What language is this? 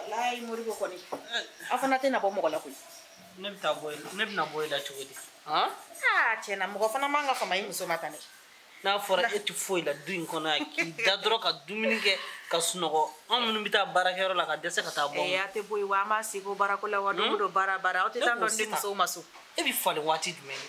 Bambara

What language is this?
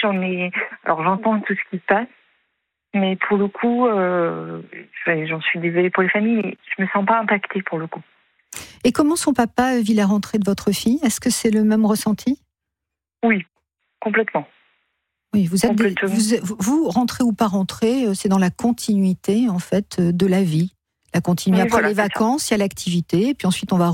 French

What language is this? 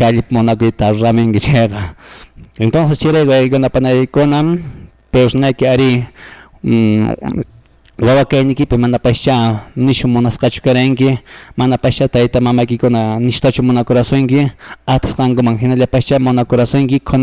Quechua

